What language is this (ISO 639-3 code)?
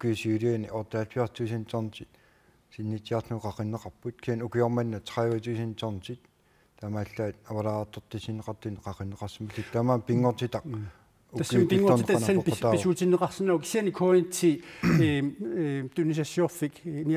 kal